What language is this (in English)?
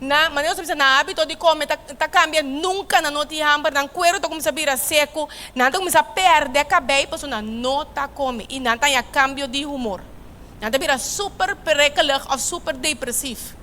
Papiamento